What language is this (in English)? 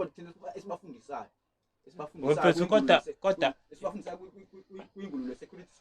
Zulu